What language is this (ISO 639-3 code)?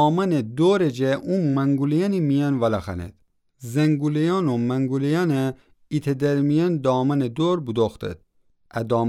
glk